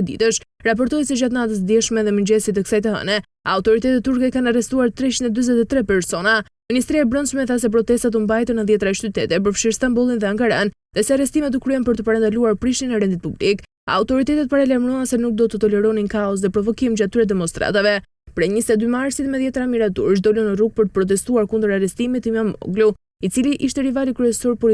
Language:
Albanian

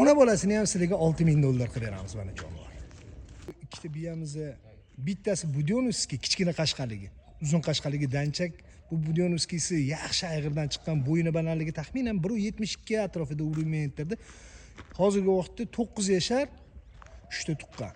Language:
Uzbek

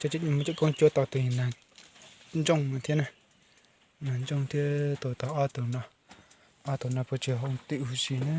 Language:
Hmong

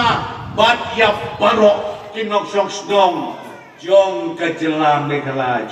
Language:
Khasi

